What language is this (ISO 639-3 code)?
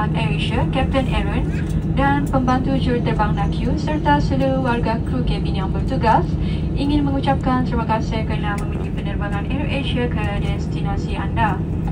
msa